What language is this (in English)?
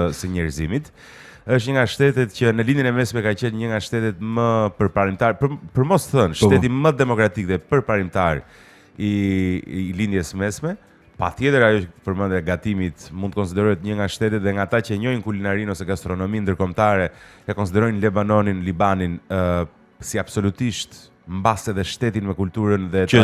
Albanian